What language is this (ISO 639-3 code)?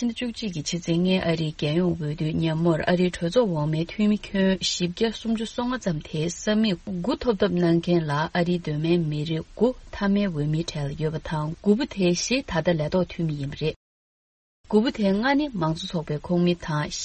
bod